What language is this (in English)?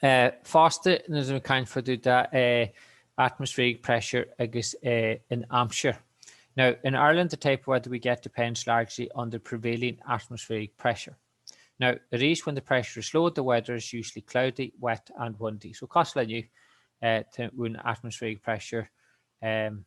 Irish